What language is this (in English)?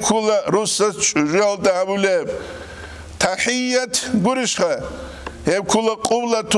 Avaric